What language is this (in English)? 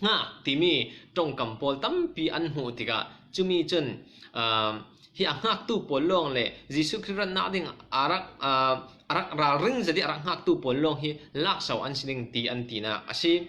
Falam Chin